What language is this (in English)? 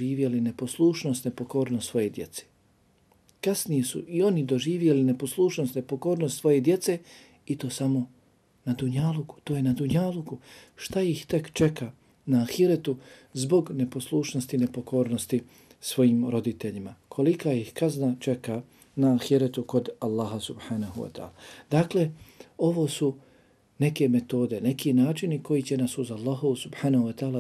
Bosnian